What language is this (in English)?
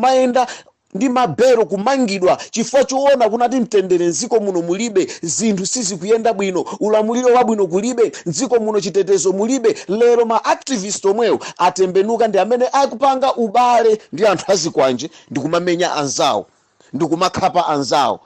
Nyanja